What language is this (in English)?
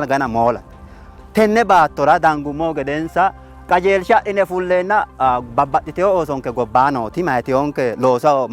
Sidamo